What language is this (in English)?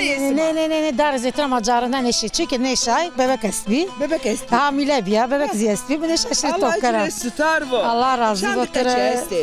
Zaza